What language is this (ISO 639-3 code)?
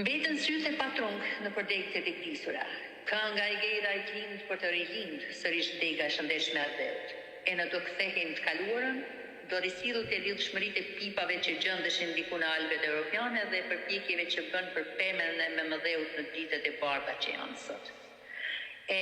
sqi